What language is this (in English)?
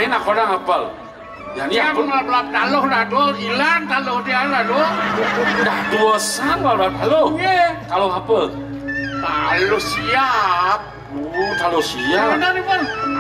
Balinese